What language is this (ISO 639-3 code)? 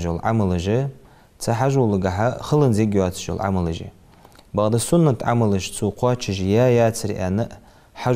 inh